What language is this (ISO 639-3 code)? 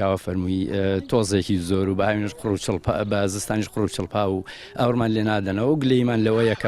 ckb